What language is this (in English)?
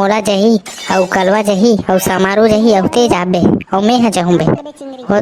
Chhattisgarhi